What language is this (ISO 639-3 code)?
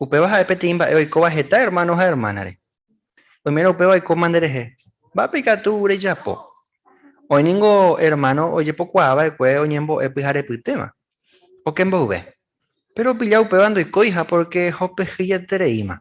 grn